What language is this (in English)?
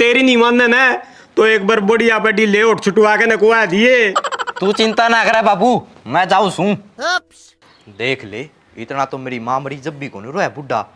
Haryanvi